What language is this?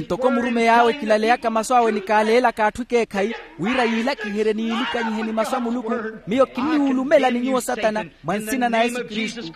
Makhuwa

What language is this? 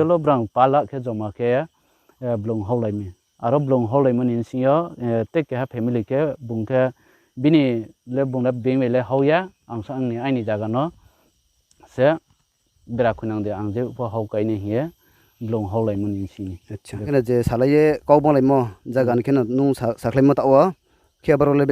Riang (India)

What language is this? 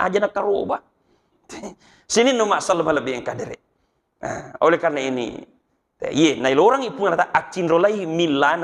Buginese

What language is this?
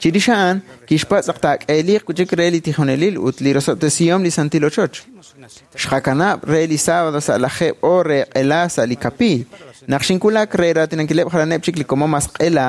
Kekchí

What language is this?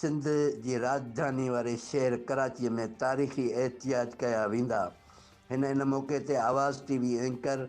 Sindhi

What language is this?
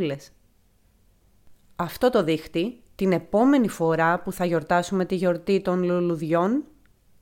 Greek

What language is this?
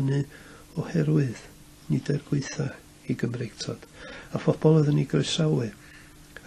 Welsh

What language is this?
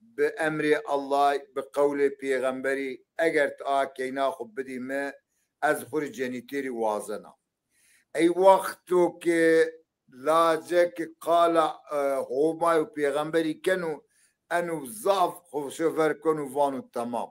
Zaza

